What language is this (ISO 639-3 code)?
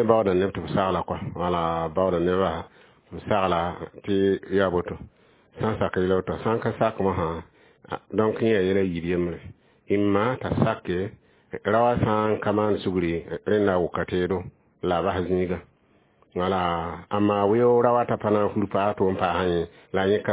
mos